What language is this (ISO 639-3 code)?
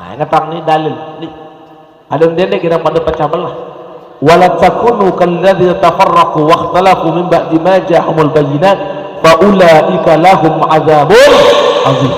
sas